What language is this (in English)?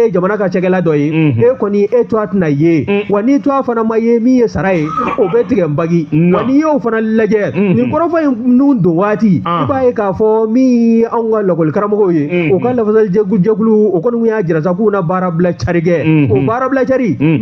Bambara